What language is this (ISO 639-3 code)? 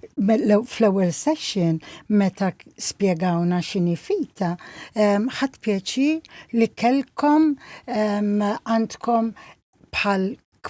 mlt